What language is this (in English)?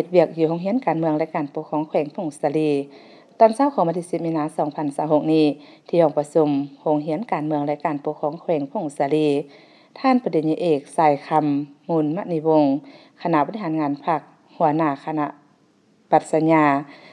Lao